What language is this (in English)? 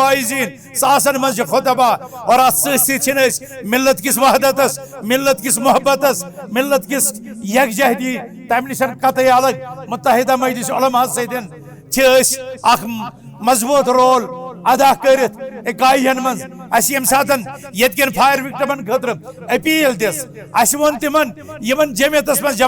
Kashmiri